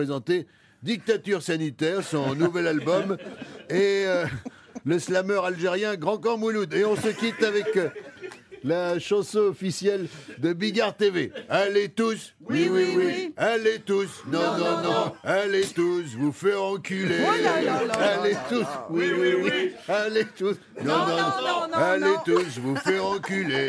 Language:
French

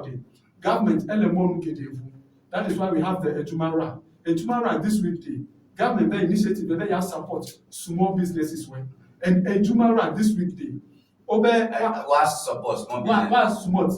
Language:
Ewe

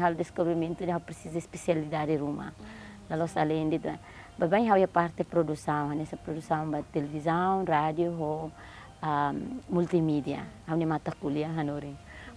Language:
Tetum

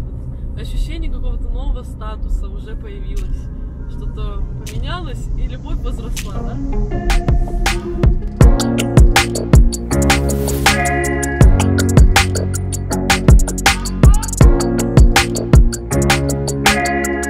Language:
Russian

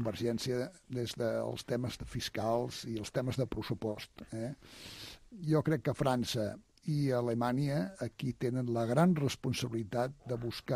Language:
Catalan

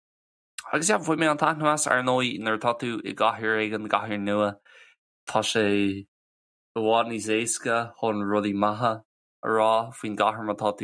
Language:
Irish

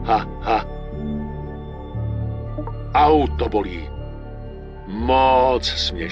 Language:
Czech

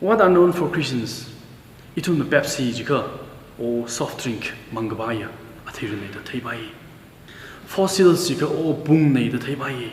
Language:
Tangkhul Naga (India)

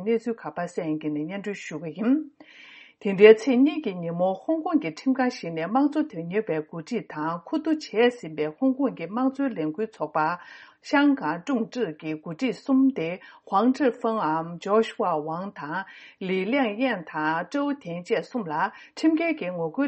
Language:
Tibetan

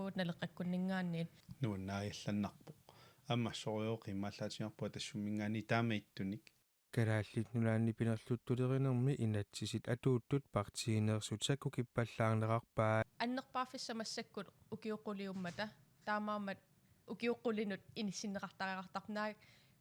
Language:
Kalaallisut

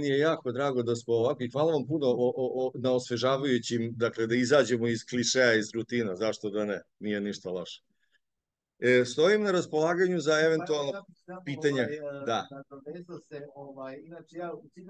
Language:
Serbian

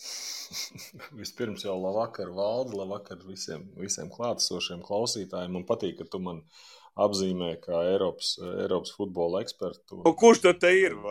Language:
Latvian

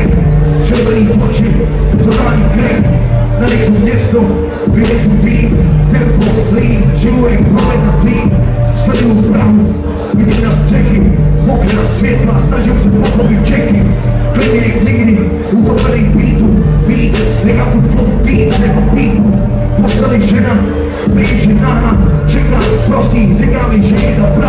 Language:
Czech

